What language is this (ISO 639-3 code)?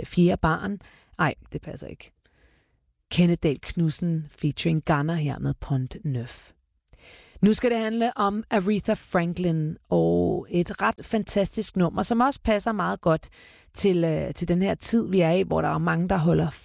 dan